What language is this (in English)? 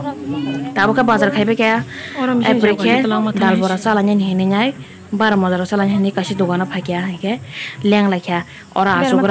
Kok Borok